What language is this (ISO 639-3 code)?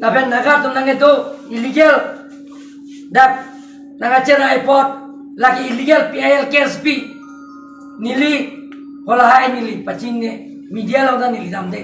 mjw